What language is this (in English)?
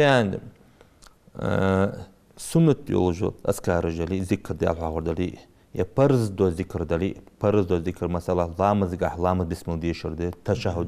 Ingush